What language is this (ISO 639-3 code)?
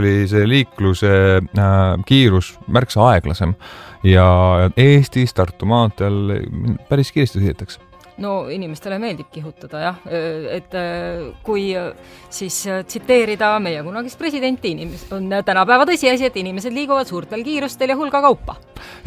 est